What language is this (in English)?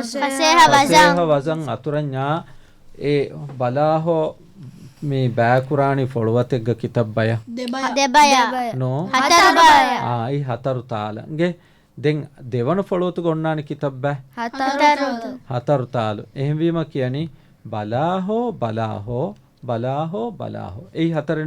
Divehi